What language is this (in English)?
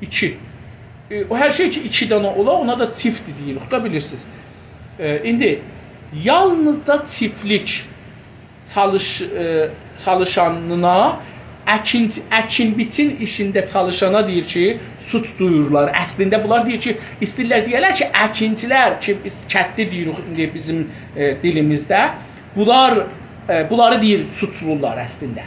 South Azerbaijani